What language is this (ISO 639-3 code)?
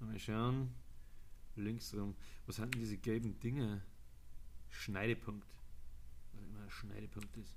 bar